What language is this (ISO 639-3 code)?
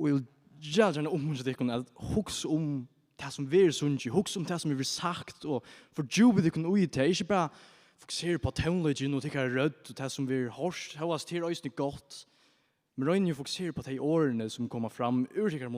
fao